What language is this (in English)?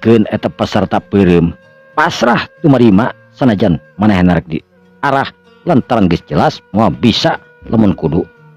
Sundanese